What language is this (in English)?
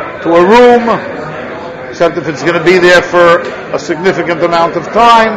English